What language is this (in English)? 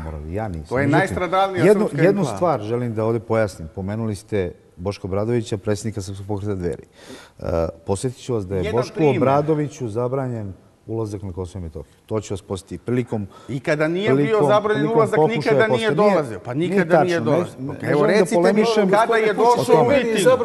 Serbian